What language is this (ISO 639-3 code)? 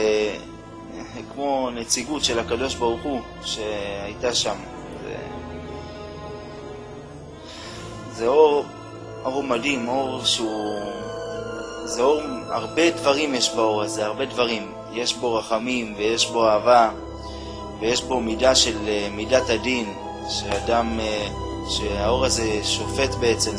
heb